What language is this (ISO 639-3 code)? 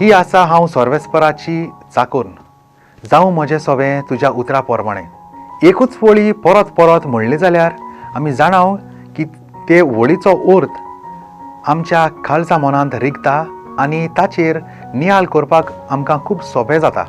kok